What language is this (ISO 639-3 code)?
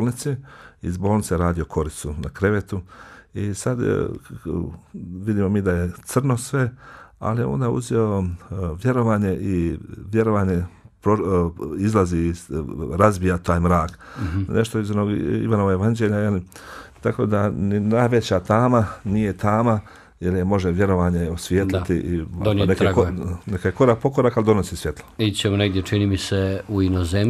bos